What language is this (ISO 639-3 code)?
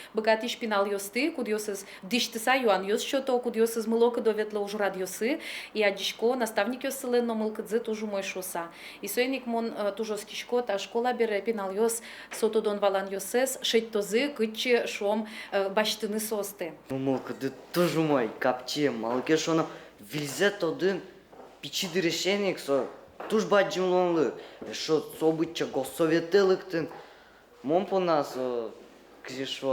udm